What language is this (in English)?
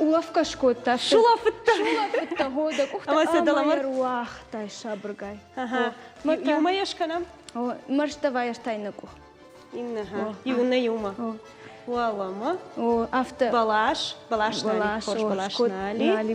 Ossetic